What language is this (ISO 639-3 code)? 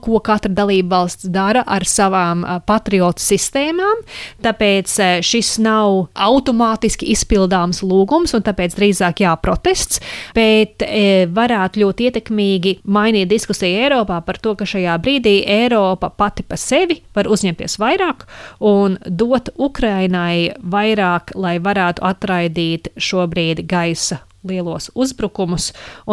lav